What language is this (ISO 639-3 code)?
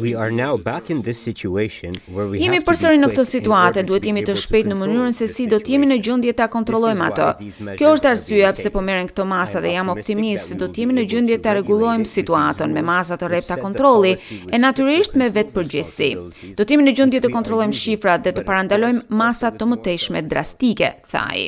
sqi